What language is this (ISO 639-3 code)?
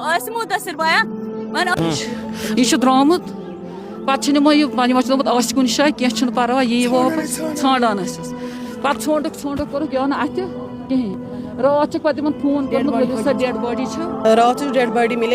kas